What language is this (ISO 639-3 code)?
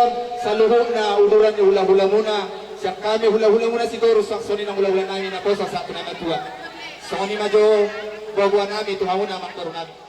bbc